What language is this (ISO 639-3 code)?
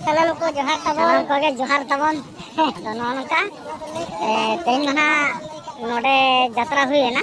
sat